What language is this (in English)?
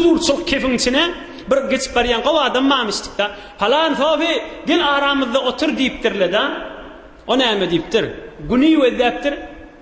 Turkmen